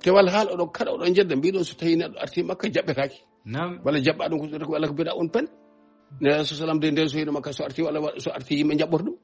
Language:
Fula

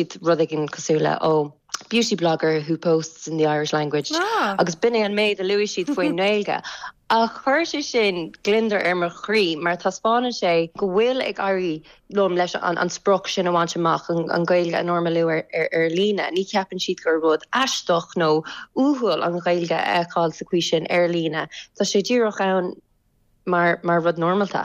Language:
Irish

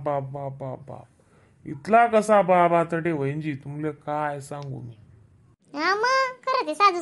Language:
Khandesi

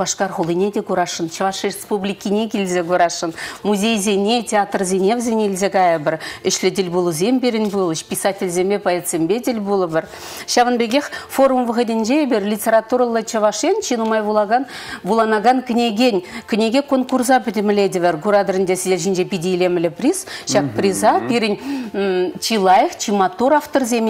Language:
Chuvash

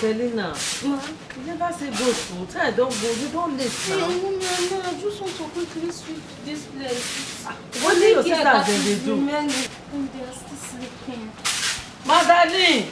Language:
Nigerian Pidgin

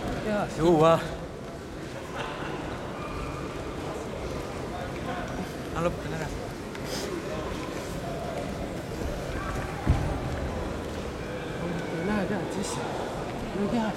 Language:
Estonian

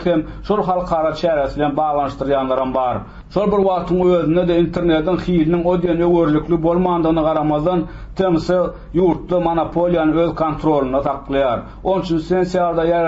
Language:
Turkmen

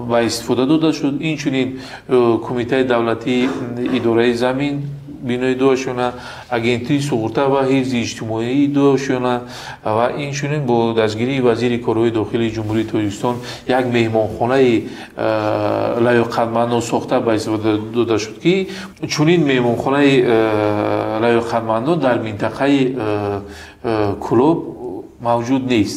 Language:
Tajik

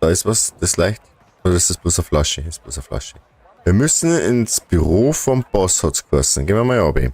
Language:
Bavarian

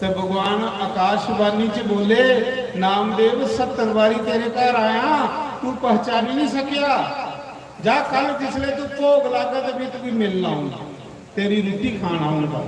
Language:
Dogri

